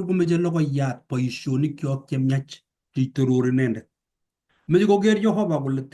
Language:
Kalenjin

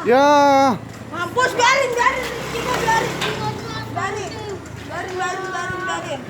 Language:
Betawi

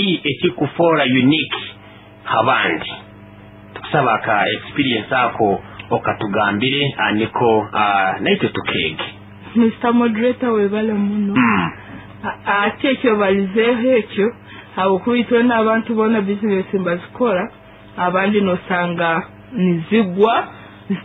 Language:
Nyoro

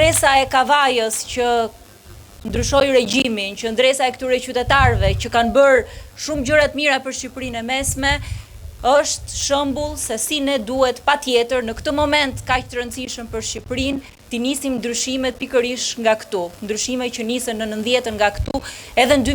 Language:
Albanian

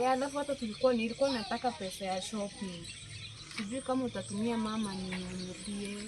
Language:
Swahili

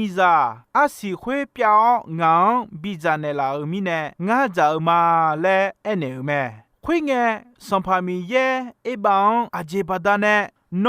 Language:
Akha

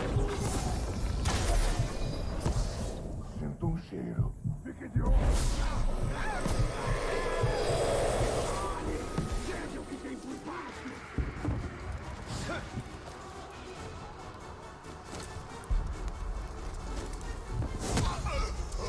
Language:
Portuguese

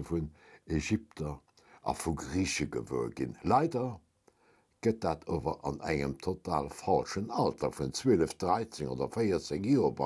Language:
Luxembourgish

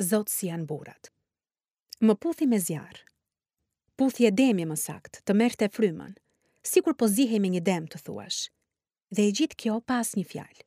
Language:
Albanian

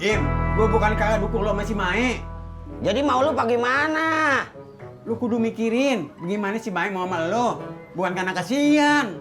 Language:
Betawi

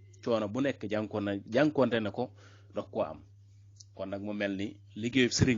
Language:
Wolof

